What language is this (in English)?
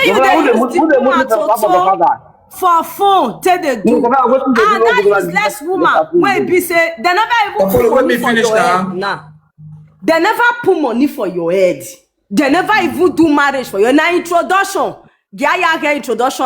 Nigerian Pidgin